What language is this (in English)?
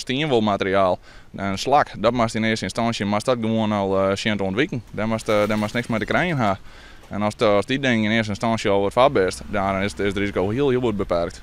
Western Frisian